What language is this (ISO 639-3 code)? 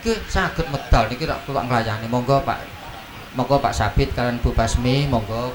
jav